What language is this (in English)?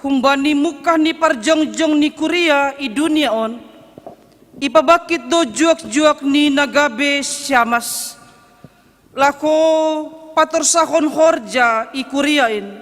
Batak Simalungun